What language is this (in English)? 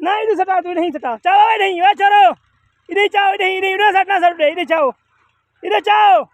Saraiki